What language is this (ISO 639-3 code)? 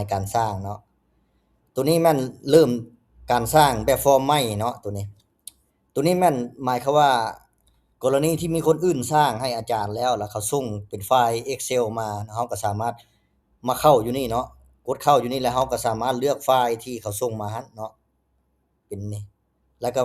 lao